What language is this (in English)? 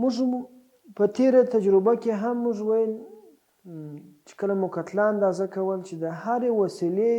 Pashto